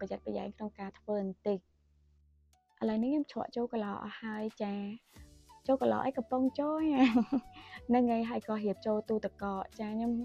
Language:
Khmer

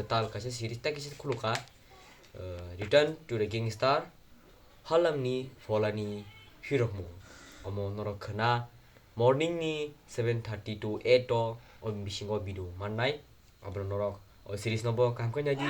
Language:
Kok Borok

